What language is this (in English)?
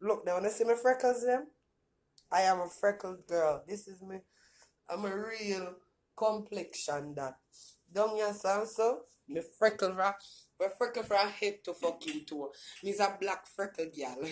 Jamaican Creole English